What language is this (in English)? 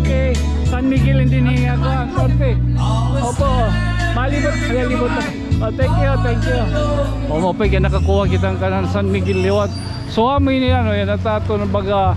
Waray